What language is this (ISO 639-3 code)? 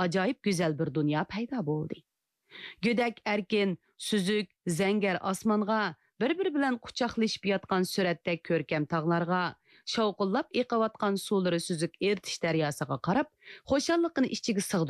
uig